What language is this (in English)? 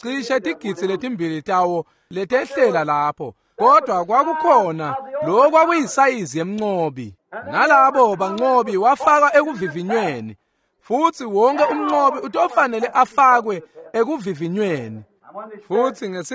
Swati